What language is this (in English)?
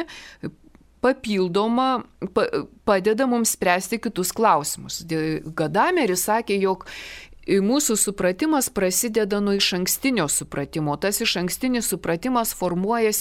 Lithuanian